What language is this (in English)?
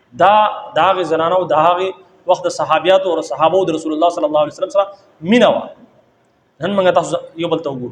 Pashto